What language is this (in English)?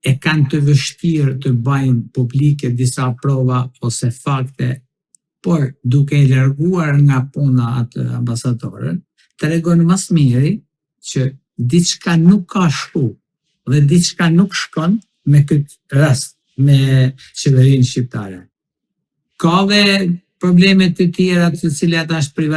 Albanian